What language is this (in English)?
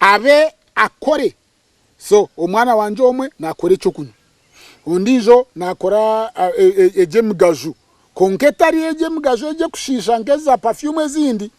Nyankole